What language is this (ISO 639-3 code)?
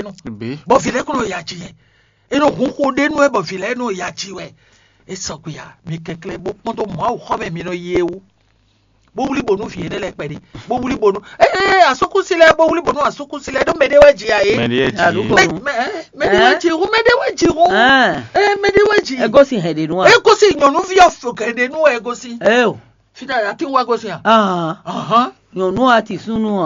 fon